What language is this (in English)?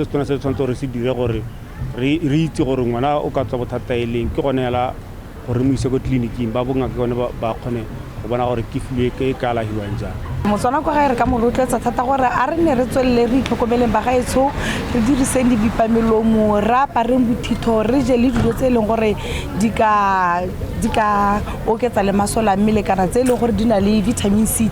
Tswana